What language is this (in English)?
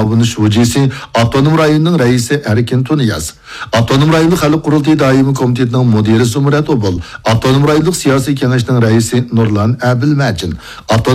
Uyghur